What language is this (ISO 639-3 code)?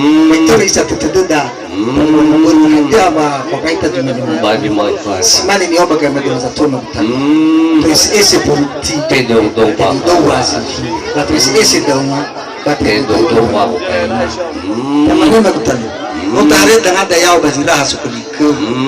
nia